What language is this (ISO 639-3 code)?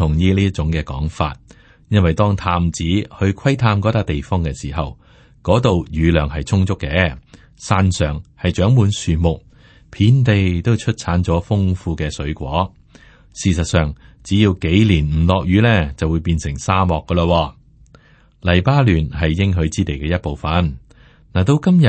yue